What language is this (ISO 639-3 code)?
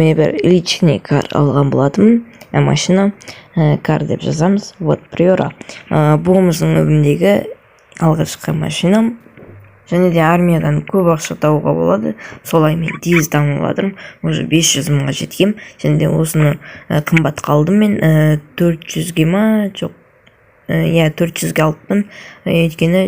kaz